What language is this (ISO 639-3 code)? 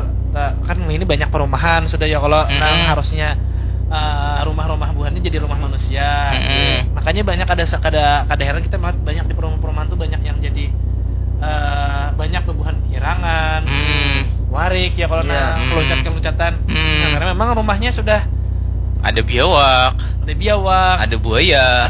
bjn